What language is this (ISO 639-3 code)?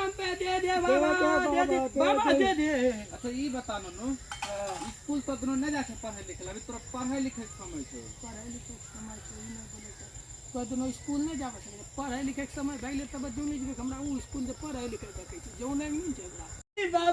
mai